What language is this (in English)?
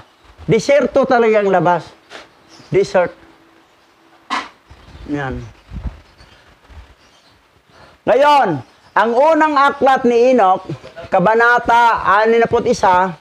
Filipino